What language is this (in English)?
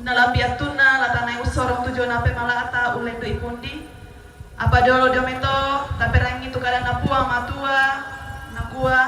Toraja-Sa'dan